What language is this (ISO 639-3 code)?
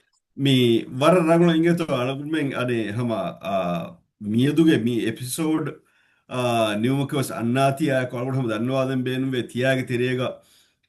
div